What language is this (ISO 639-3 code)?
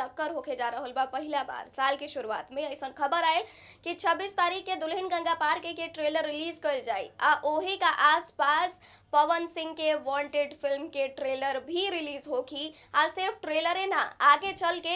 bho